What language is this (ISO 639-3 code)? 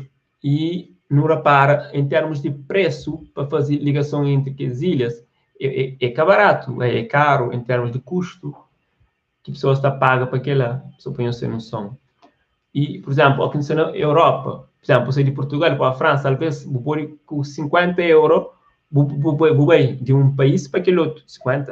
kea